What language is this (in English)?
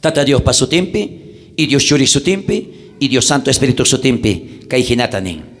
South Bolivian Quechua